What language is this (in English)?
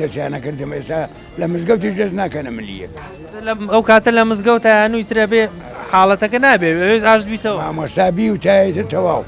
Central Kurdish